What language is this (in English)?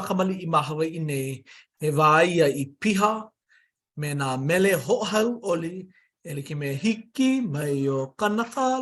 Hawaiian